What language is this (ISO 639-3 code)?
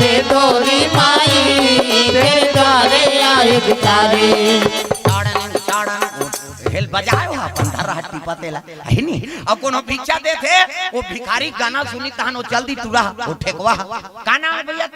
hne